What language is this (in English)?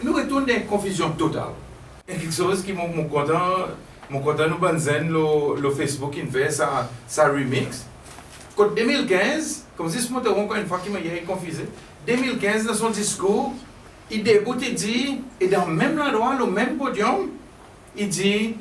Seselwa Creole French